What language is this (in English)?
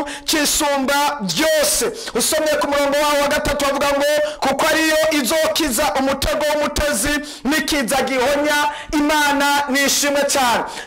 Rundi